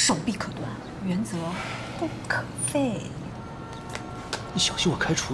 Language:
Chinese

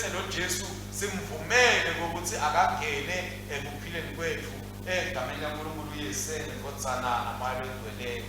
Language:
Swati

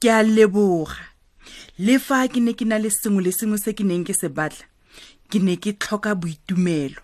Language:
Tswana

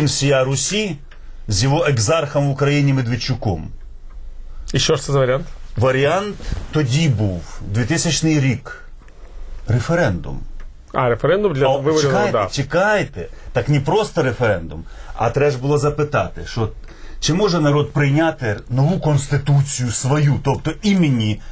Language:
Ukrainian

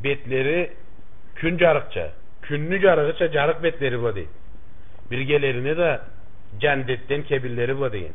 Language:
Karachay-Balkar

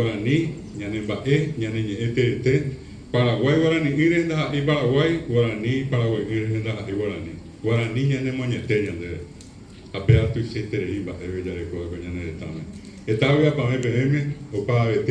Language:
Guarani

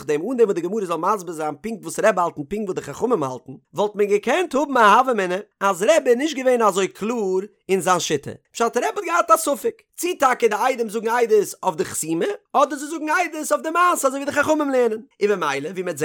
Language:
Yiddish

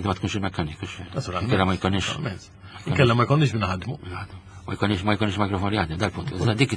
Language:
Maltese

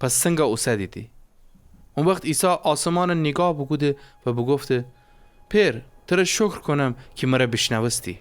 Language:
Gilaki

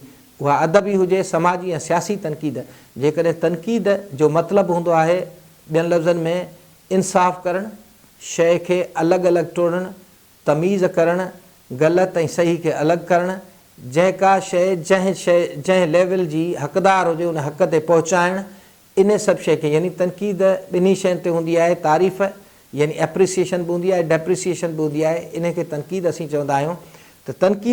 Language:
Sindhi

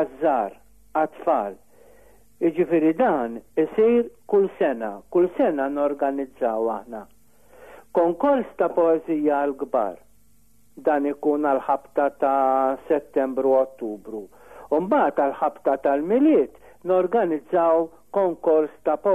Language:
Maltese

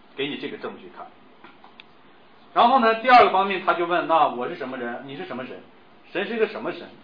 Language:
Chinese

